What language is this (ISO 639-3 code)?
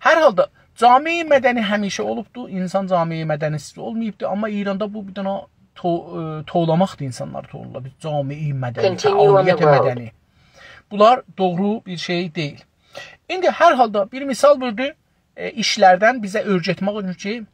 azb